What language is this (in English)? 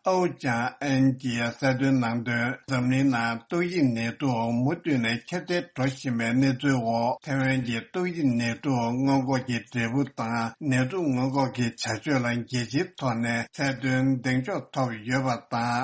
Tibetan